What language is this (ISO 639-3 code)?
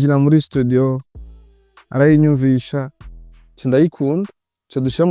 run